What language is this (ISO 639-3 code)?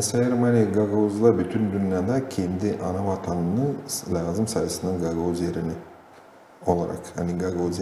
gag